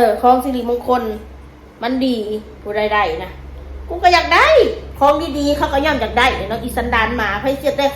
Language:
Northeastern Thai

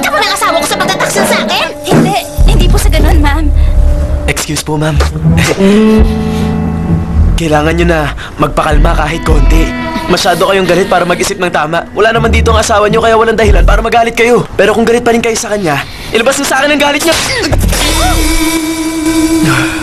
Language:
Filipino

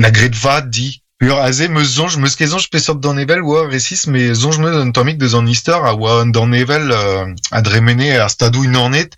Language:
Breton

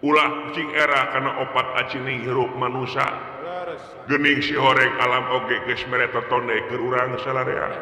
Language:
Sundanese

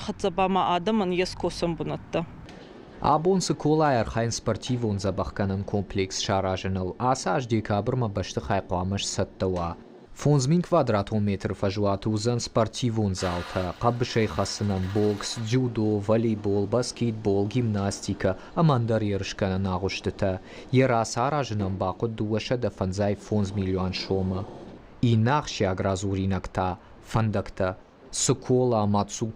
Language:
Ossetic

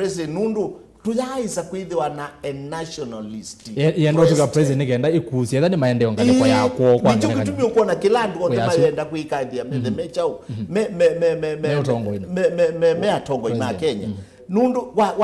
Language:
Kamba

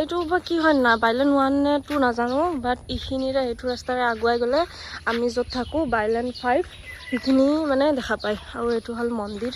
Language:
Assamese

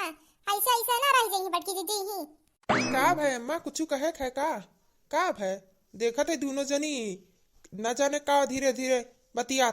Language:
Awadhi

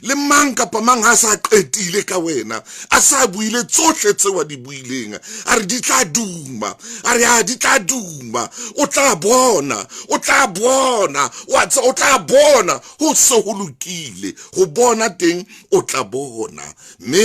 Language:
Southern Sotho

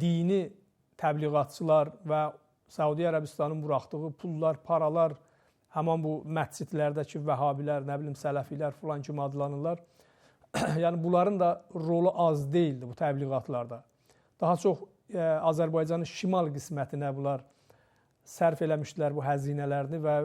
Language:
Azerbaijani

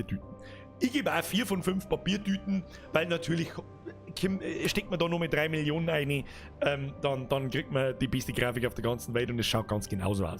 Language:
Bavarian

